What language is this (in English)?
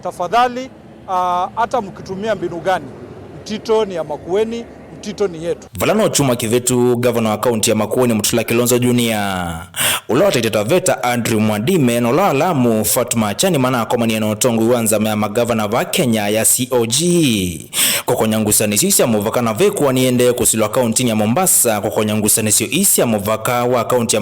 Kamba